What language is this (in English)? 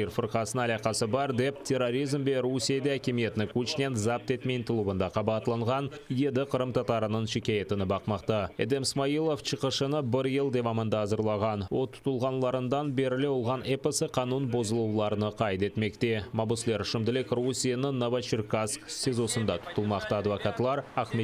Crimean Tatar